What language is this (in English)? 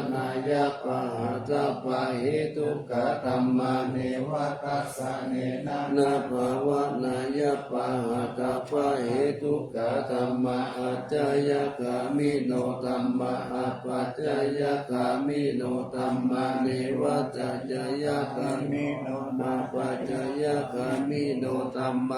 Pali